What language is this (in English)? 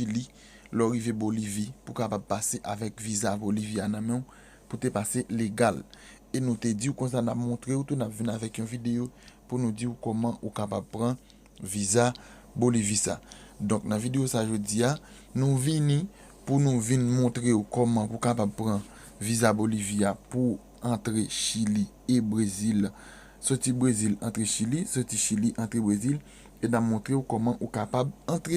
Haitian Creole